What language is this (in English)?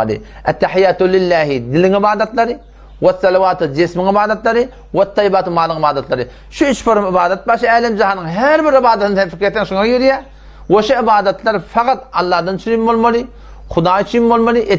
Turkmen